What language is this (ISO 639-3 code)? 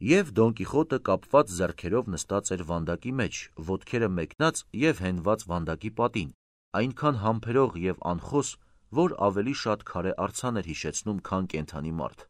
hye